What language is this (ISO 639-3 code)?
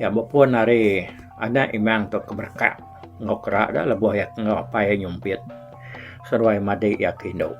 iba